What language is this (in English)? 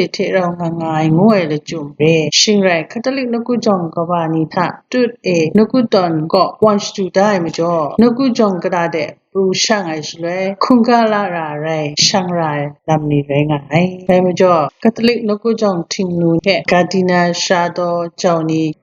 Kachin